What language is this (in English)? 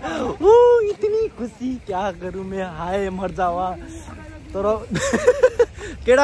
Nepali